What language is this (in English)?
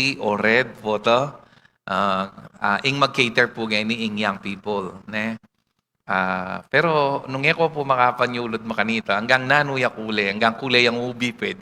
Pampanga